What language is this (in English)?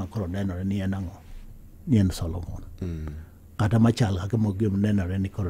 Luo (Kenya and Tanzania)